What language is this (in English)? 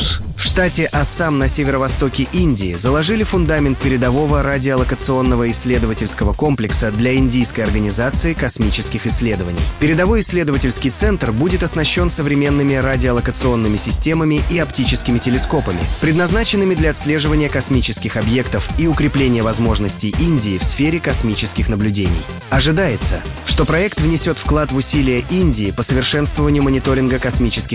Russian